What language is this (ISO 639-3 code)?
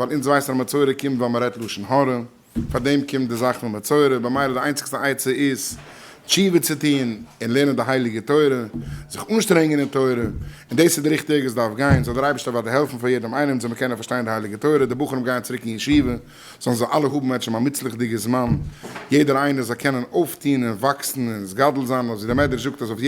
yid